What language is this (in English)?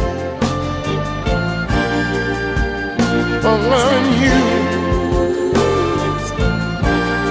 English